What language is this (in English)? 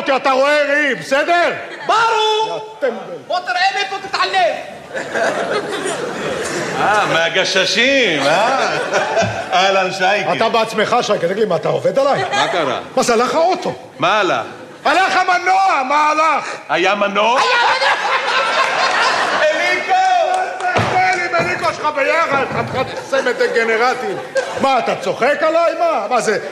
Hebrew